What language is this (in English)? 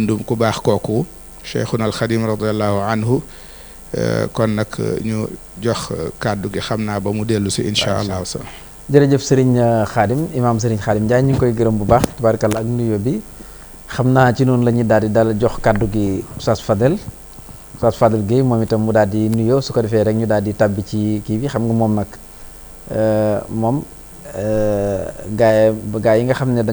Wolof